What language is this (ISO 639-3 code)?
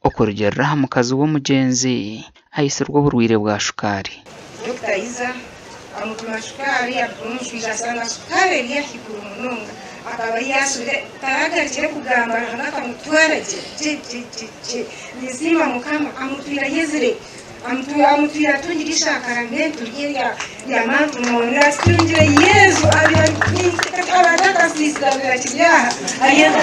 nyn